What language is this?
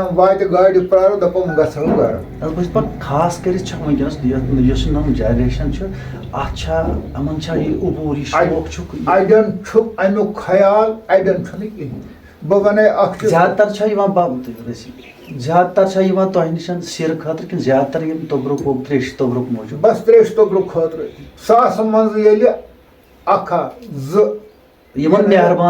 Kashmiri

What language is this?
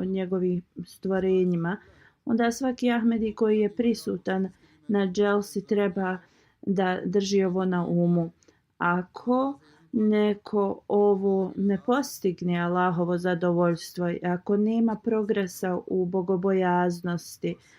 Bosnian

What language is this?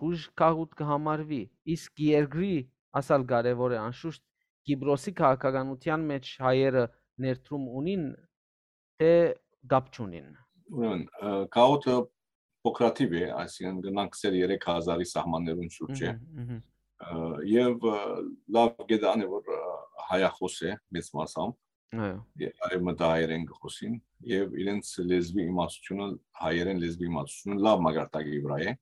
Western Armenian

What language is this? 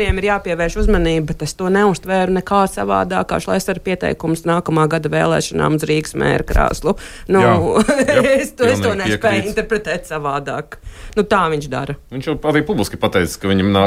Latvian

